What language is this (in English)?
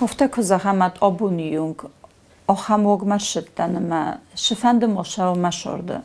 Ossetic